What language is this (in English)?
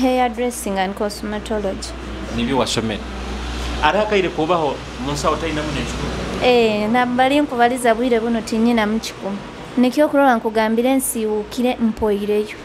Nyoro